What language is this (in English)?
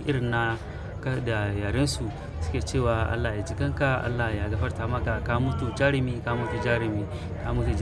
Hausa